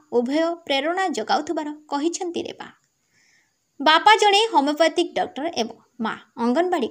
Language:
Odia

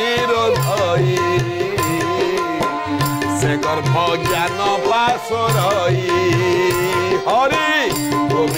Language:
Odia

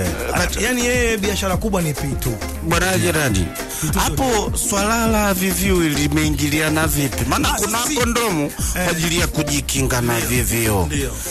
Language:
Swahili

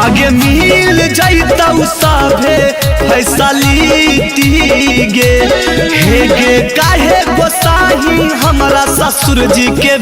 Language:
Magahi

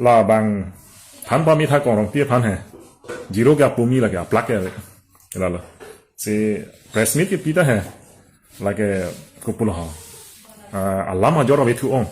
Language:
Karbi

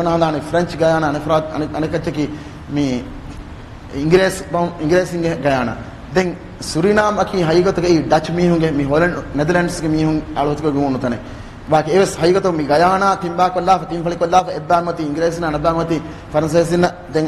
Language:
Divehi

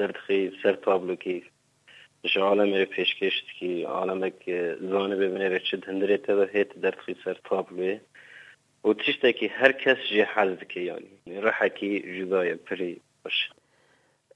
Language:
Kurdish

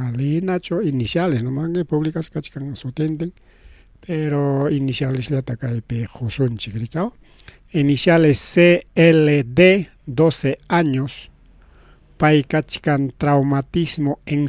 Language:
Ayacucho Quechua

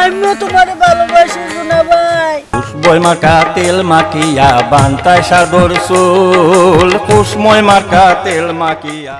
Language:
Sylheti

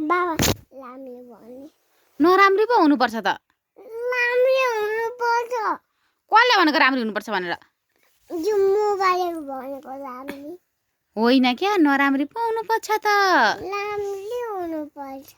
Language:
Nepali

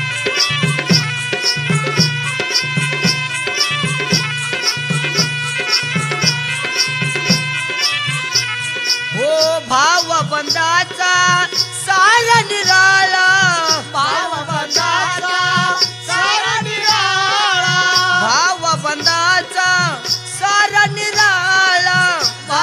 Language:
Marathi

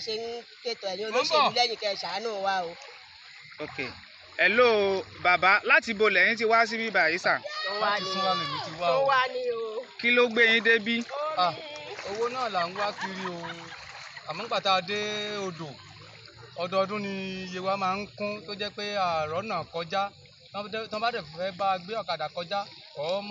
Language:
Yoruba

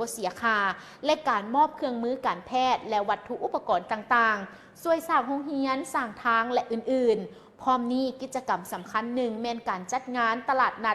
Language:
Lao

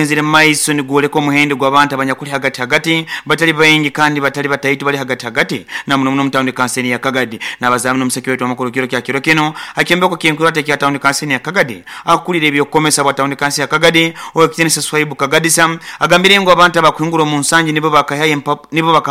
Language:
Nyoro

